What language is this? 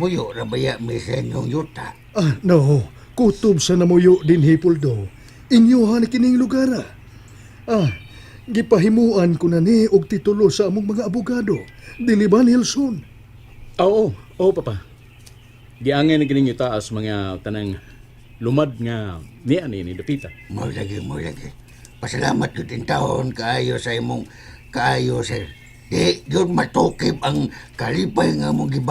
Cebuano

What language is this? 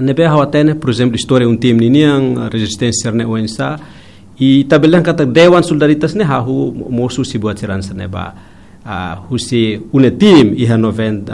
Tetum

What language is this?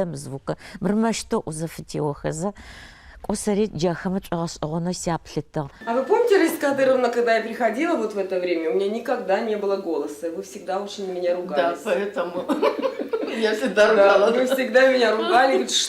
Adyghe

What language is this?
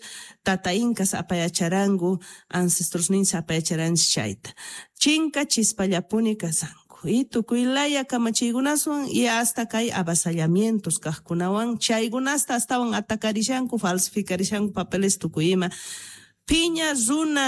South Bolivian Quechua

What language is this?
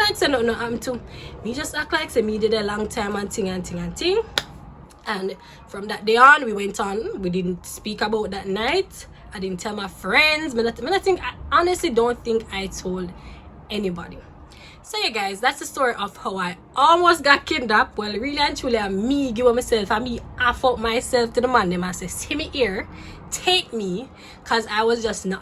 Jamaican Creole English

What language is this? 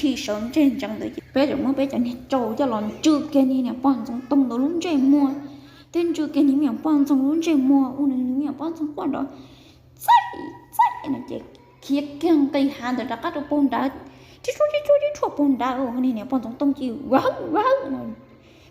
Hmong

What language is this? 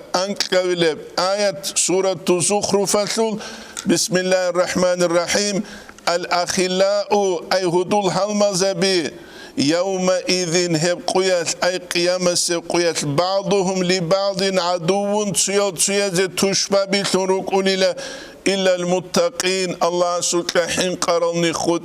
Avaric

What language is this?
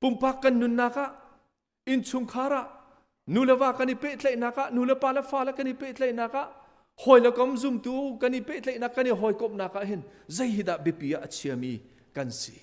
Hakha Chin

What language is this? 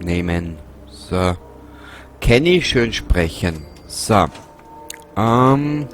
Bavarian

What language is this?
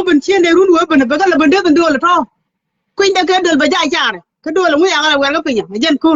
Nuer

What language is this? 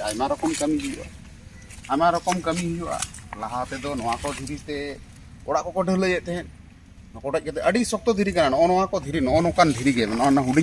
Santali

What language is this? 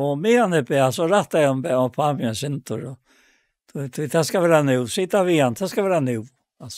Faroese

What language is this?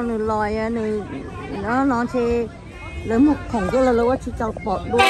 Hmong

